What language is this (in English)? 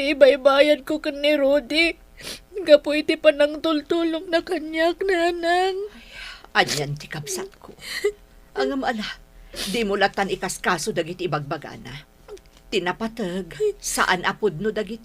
Iloko